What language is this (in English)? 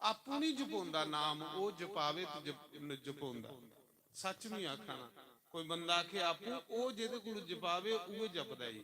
Dogri